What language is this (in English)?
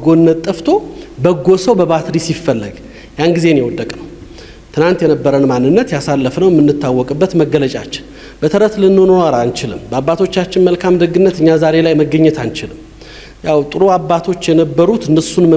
Amharic